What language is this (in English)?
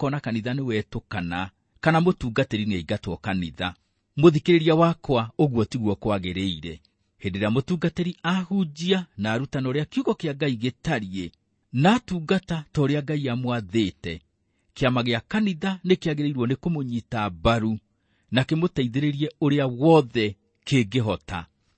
Kikuyu